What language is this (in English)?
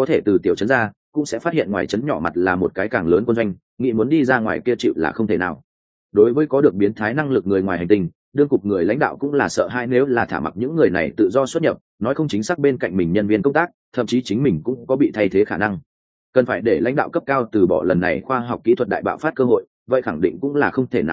Vietnamese